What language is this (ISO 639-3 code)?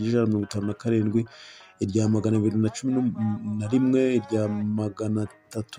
kin